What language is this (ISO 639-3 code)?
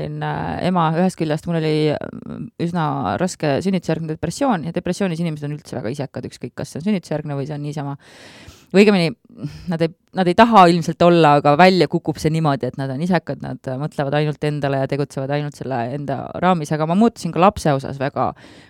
est